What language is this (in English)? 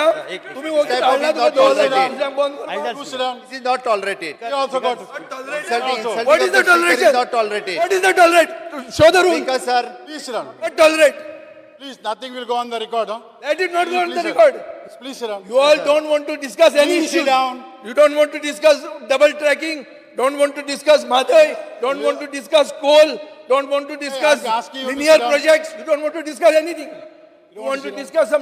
Konkani